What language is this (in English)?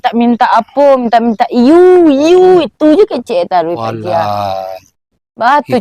Minangkabau